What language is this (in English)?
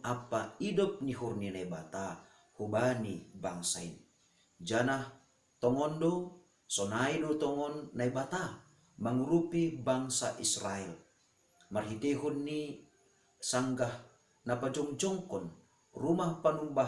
Batak Simalungun